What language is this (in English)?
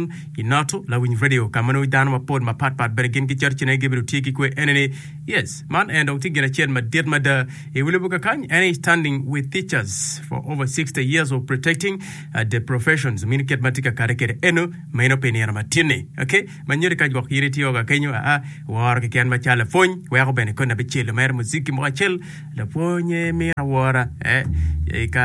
Acoli